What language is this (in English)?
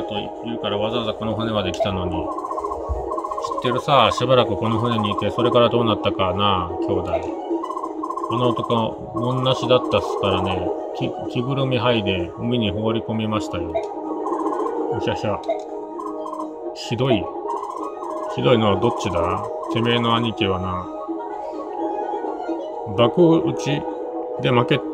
Japanese